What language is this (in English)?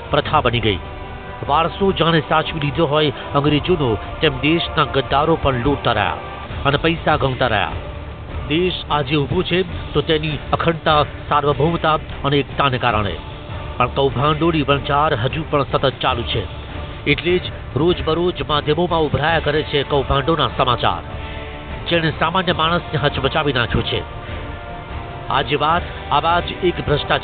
Gujarati